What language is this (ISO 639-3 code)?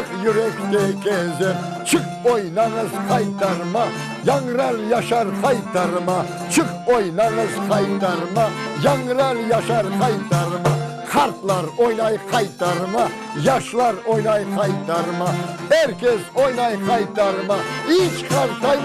crh